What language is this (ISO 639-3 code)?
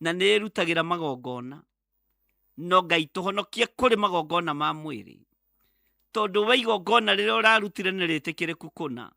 kik